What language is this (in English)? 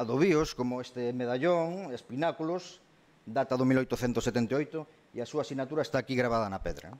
Galician